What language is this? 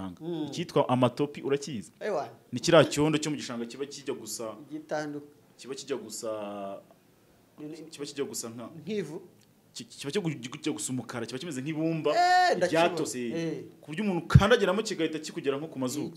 Kinyarwanda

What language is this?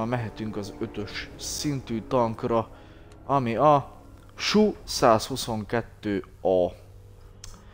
Hungarian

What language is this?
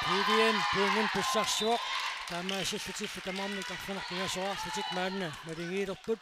Kalaallisut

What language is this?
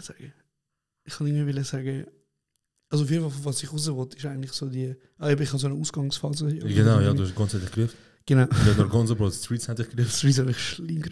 Swiss German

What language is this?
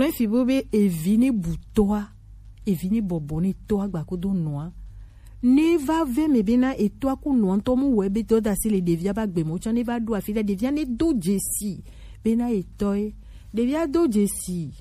Gen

